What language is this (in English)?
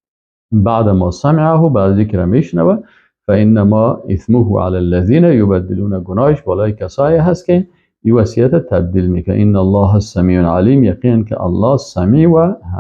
Persian